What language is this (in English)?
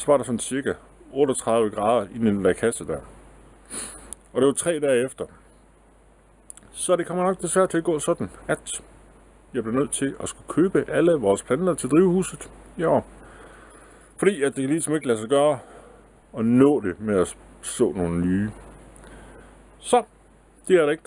Danish